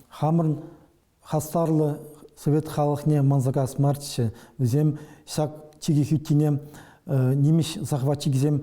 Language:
Chuvash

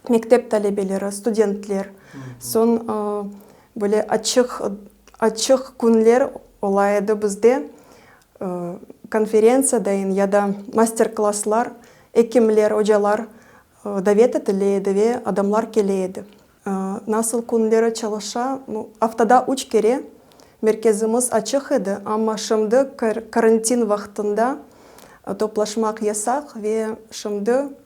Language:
Crimean Tatar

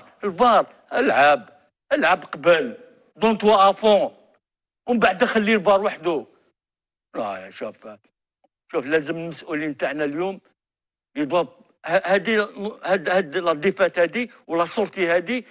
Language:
Algerian Arabic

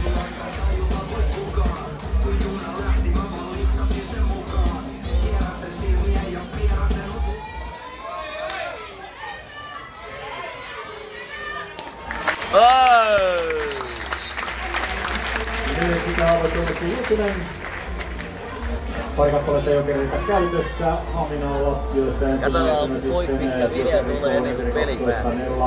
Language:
Finnish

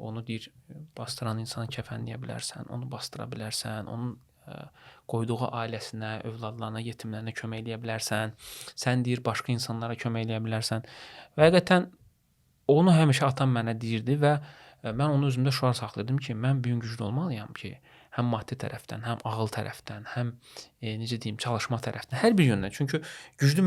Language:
Azerbaijani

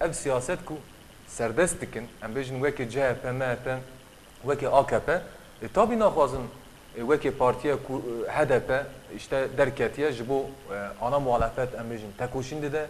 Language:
Kurdish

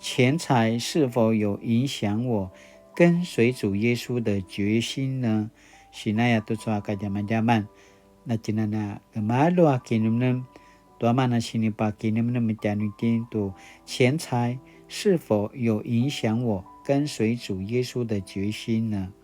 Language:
Paiwan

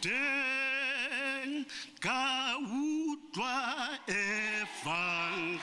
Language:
Tswana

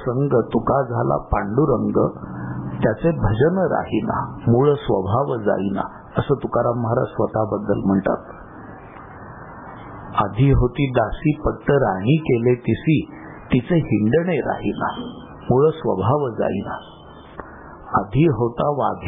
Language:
Marathi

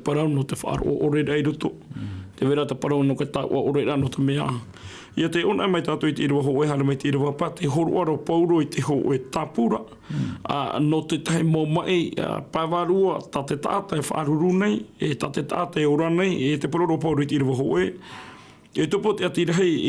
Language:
Tahitian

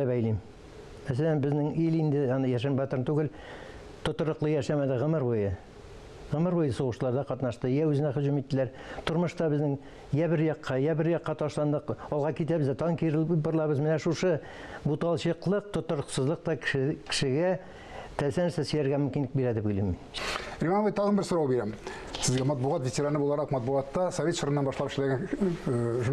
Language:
Tatar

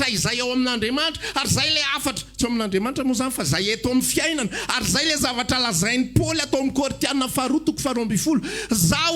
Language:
Malagasy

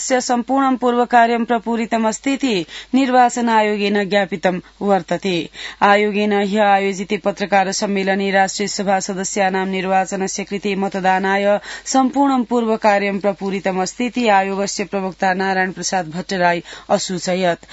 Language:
Sanskrit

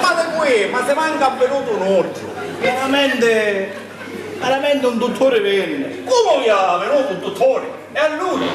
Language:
Sicilian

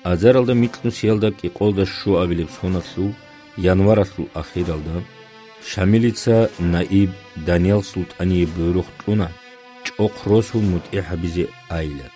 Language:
Avaric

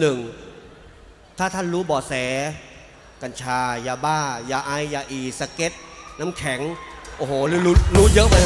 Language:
Thai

